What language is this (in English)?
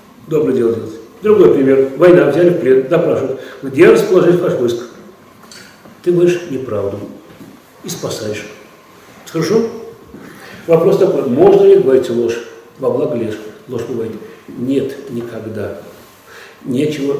Russian